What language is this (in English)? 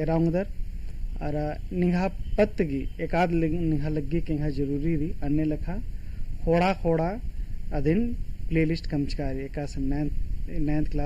Kurukh